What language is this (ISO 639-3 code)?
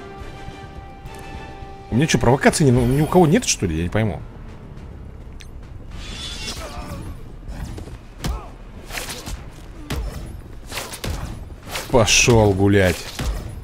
rus